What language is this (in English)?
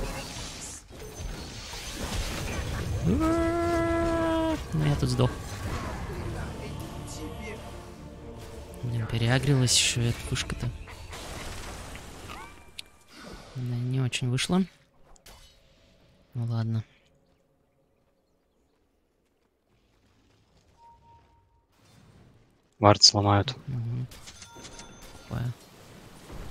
Russian